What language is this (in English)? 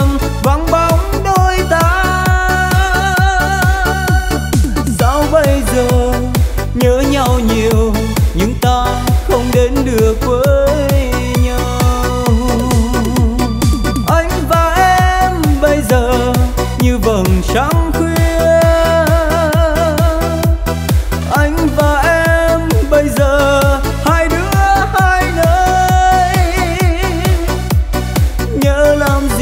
Vietnamese